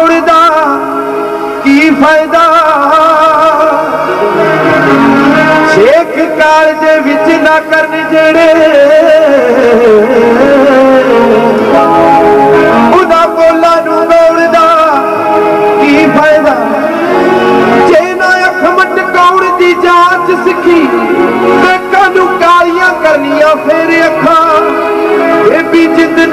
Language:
Punjabi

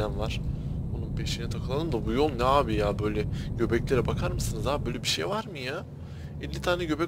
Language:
Turkish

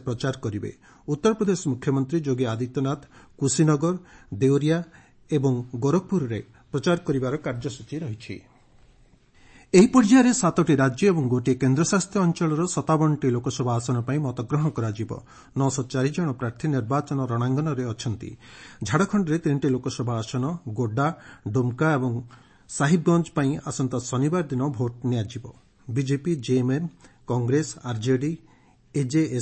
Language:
Odia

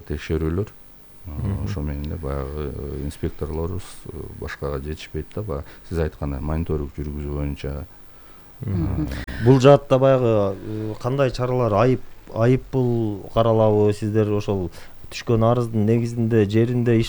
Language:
Kyrgyz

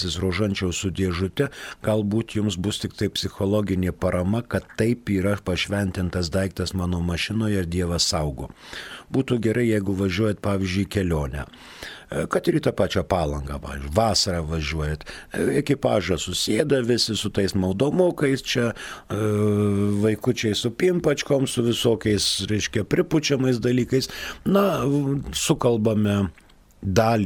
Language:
Lithuanian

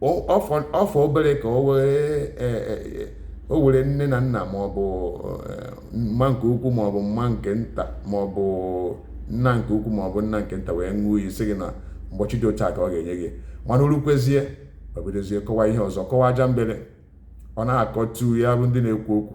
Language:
Igbo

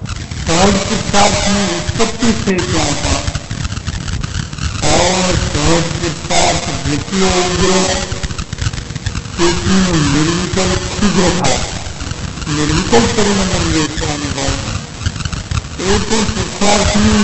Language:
Gujarati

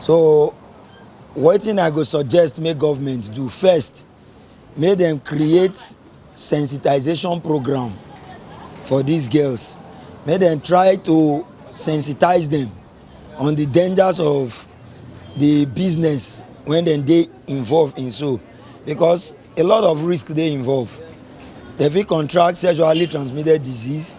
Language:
Nigerian Pidgin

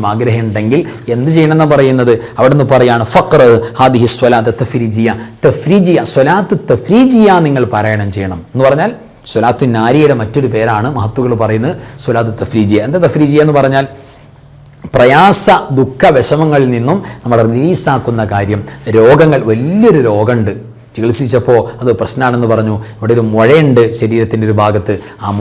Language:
Malayalam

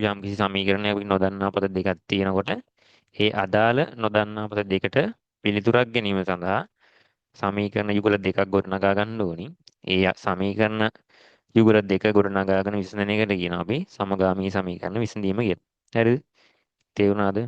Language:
Sinhala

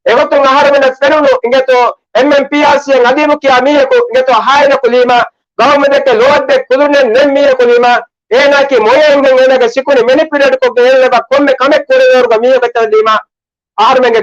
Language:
Divehi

